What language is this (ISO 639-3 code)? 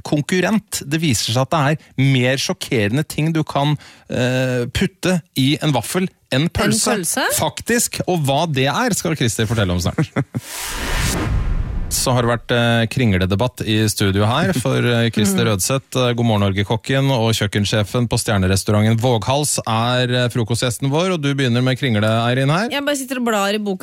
nor